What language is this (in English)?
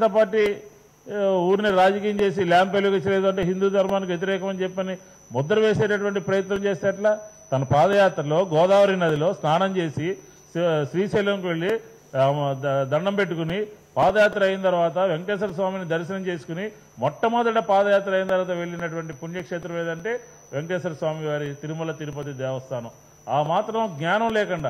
Telugu